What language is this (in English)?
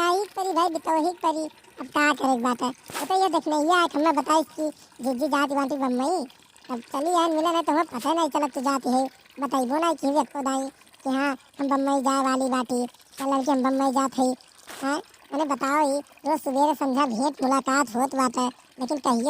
Awadhi